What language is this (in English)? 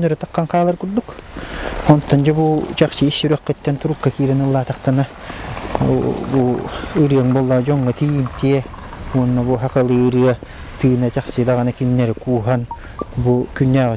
Yakut